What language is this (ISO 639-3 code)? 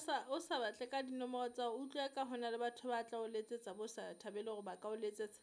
sot